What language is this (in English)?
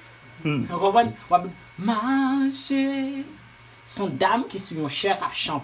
Haitian Creole